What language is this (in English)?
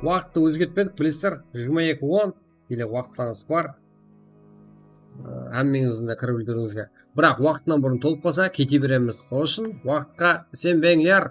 Kara-Kalpak